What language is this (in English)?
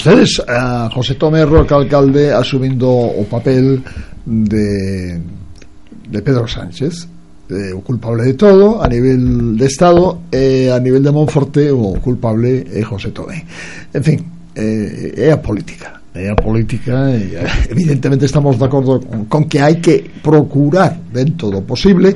Galician